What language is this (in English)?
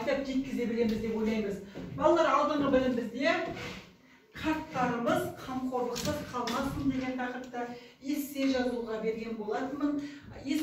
Kazakh